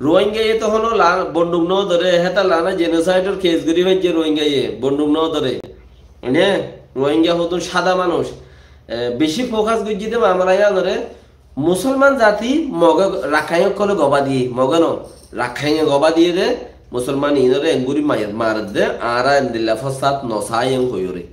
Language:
Rohingya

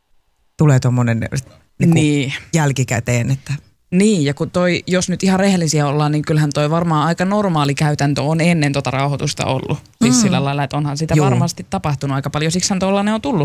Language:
Finnish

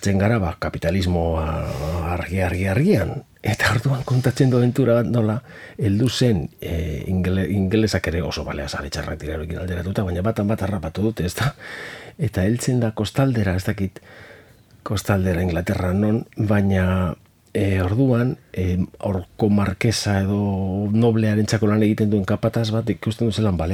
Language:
Basque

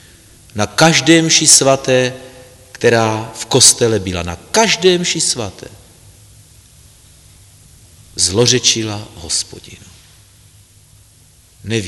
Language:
Czech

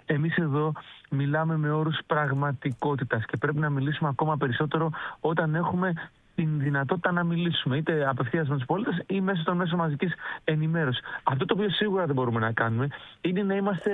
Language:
Greek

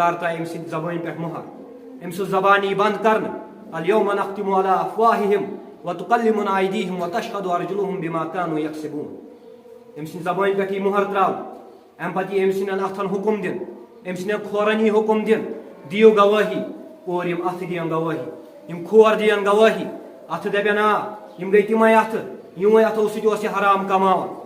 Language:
Kashmiri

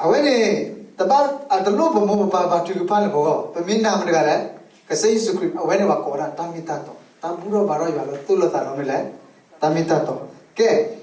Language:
S'gaw Karen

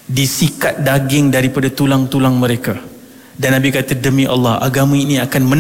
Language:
Malay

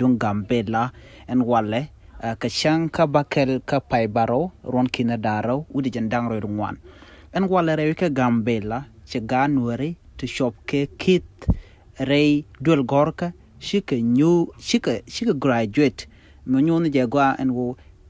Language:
Nuer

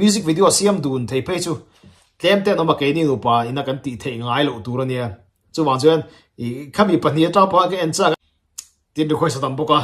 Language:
Mizo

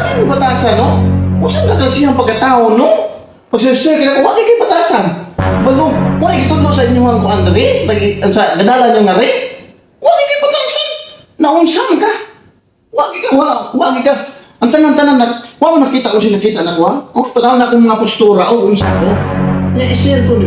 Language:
Cebuano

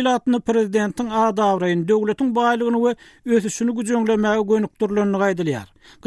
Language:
Turkmen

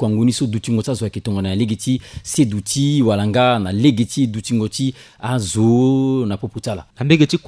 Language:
Sango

